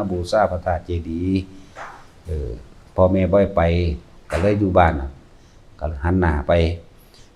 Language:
Northeastern Thai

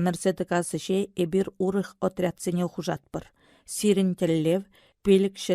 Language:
Chuvash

